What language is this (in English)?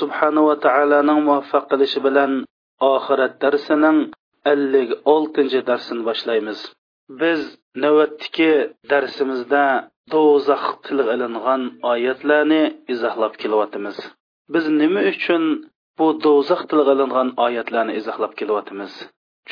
Uyghur